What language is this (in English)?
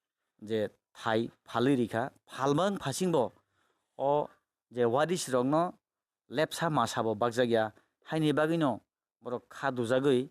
Kok Borok